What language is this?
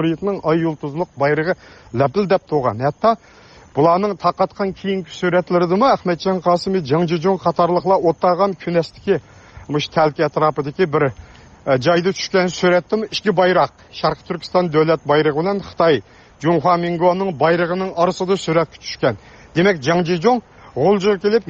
Uyghur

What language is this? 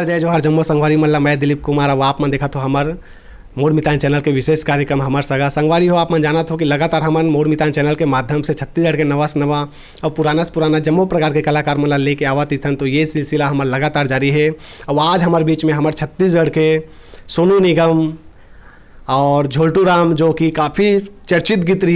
Chhattisgarhi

